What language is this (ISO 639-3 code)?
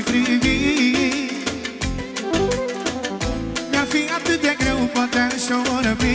ron